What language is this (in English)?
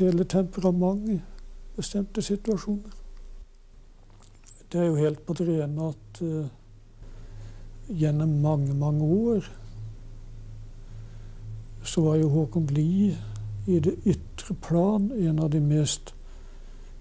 Norwegian